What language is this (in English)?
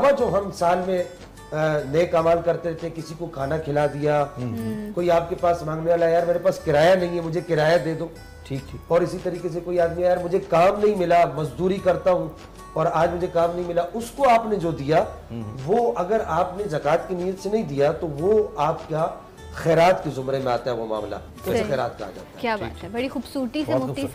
Urdu